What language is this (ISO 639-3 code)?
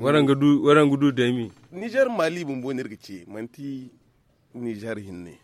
dje